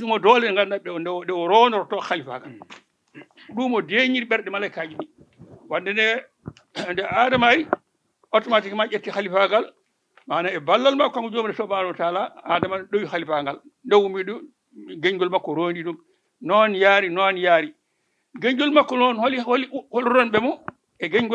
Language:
Fula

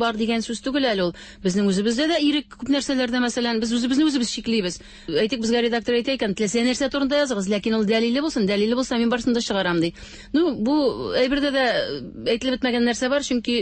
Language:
Tatar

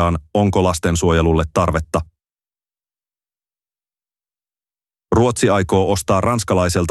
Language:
Finnish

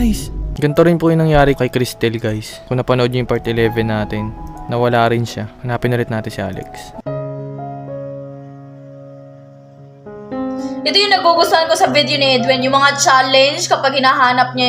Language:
Filipino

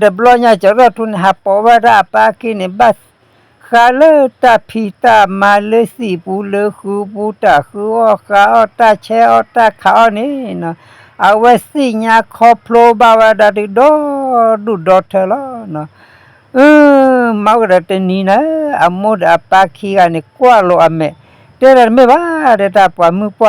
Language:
S'gaw Karen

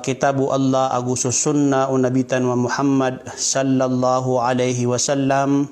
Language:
Maranao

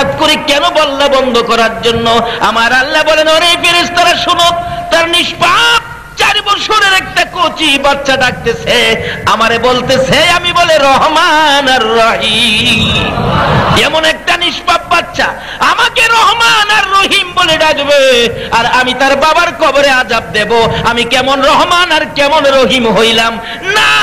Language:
Bangla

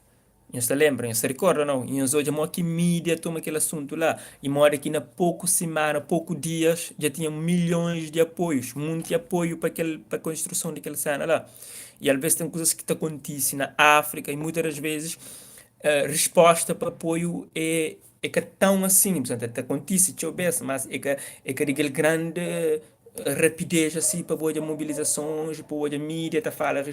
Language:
Kabuverdianu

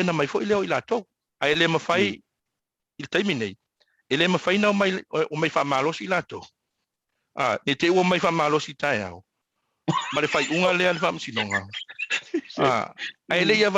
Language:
Samoan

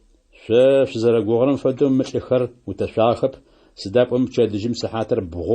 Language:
Adyghe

